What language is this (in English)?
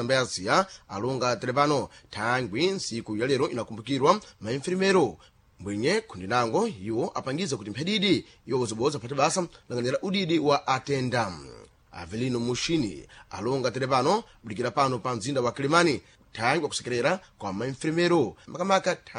Sena